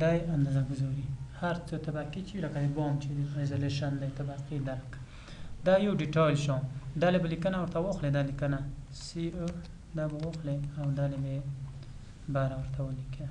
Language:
Pashto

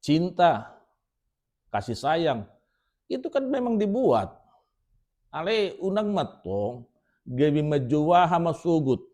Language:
Batak Toba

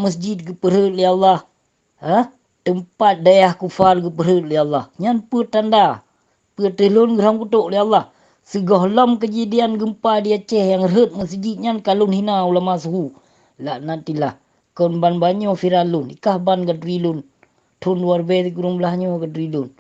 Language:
Achinese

